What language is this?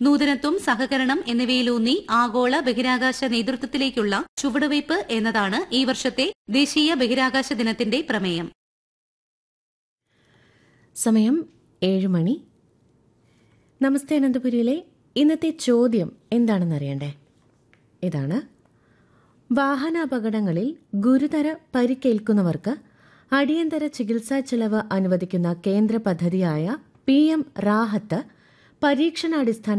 Malayalam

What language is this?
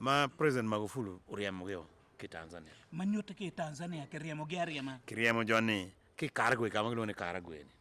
Acoli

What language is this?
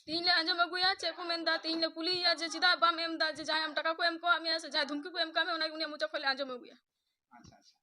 Santali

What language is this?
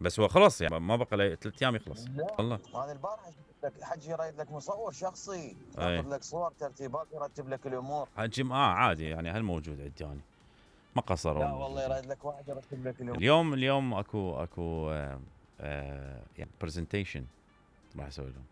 Mesopotamian Arabic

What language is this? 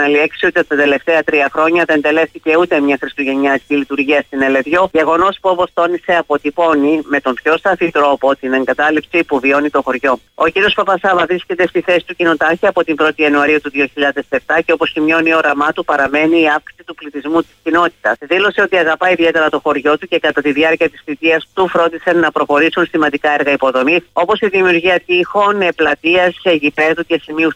Greek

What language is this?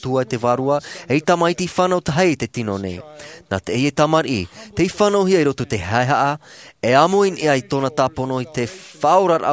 Tahitian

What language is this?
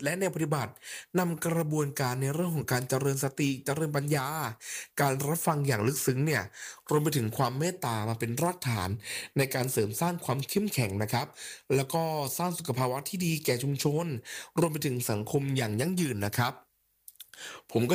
Thai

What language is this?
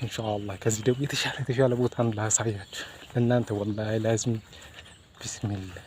Amharic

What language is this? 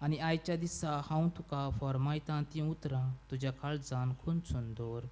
Konkani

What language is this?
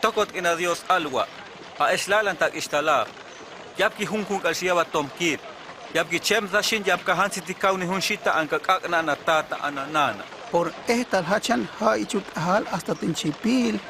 Huastec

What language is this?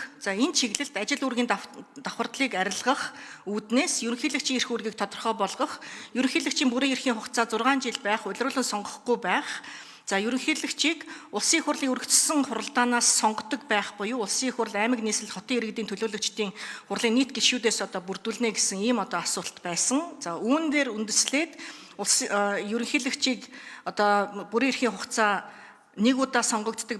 Mongolian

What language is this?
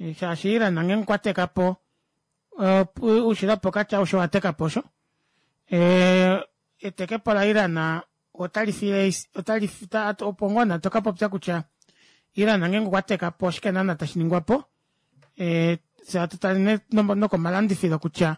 Kuanyama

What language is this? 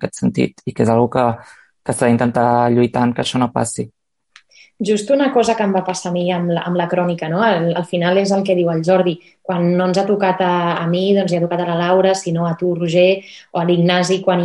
Catalan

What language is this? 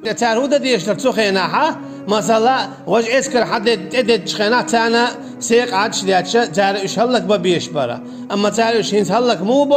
Chechen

